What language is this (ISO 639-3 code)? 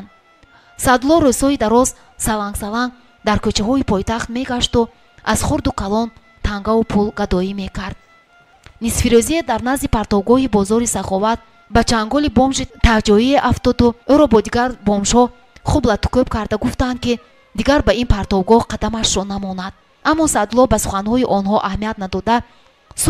tgk